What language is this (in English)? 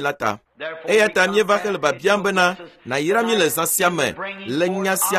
Ewe